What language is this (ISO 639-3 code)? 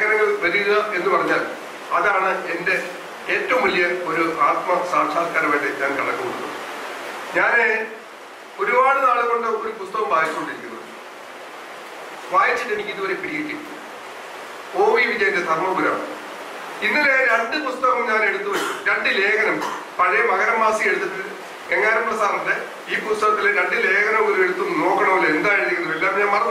mal